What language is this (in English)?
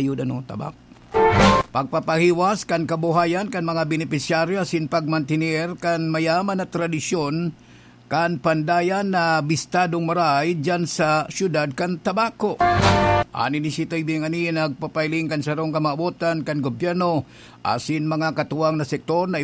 Bikol